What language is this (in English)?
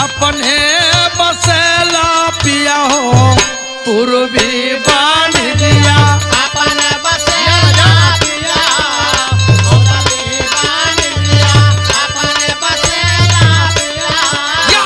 Bhojpuri